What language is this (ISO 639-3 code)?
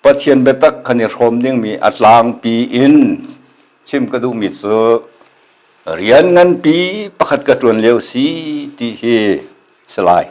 cnh